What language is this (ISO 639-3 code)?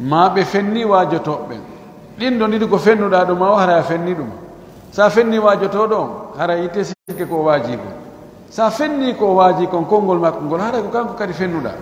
fuf